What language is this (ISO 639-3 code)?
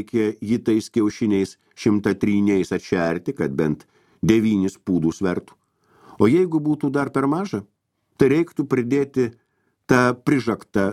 lit